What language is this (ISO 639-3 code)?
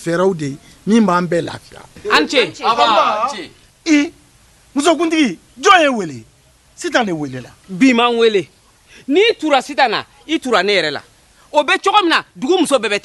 bam